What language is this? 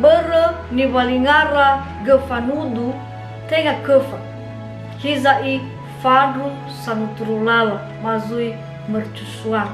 Nias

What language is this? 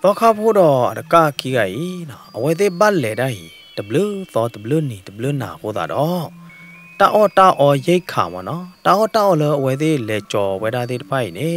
S'gaw Karen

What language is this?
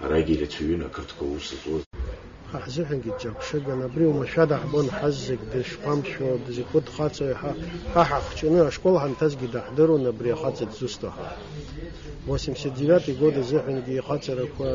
Abkhazian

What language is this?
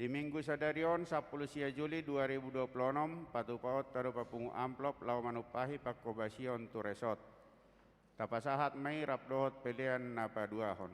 Batak Toba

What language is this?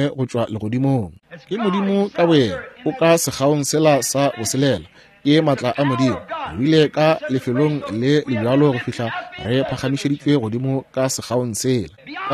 Northern Sotho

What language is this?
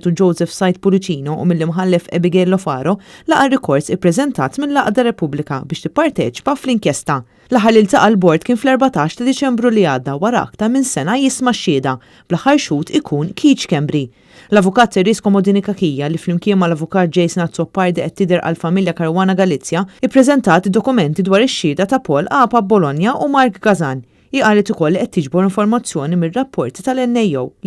Maltese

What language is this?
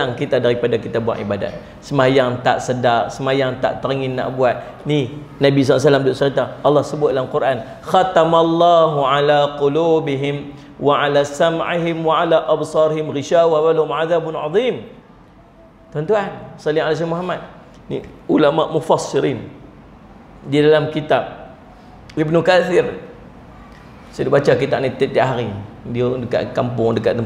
Malay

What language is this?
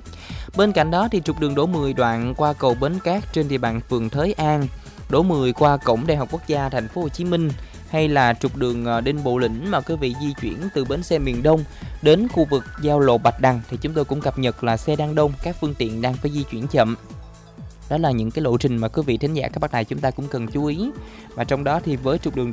Vietnamese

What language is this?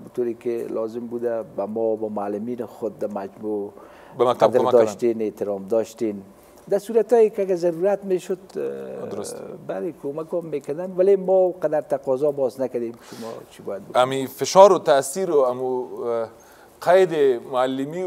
Persian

